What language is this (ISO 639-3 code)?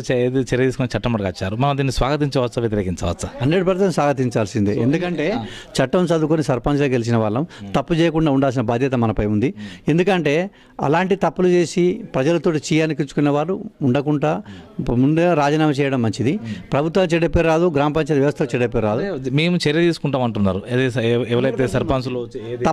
tel